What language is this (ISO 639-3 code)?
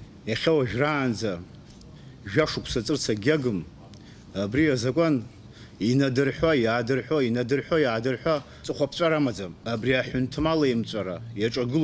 abk